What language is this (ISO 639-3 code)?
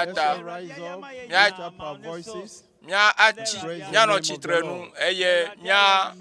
ewe